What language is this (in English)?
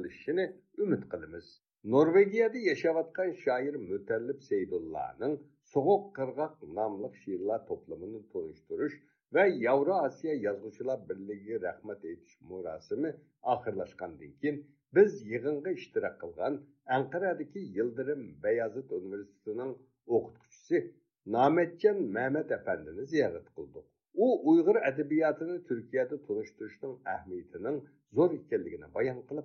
Uyghur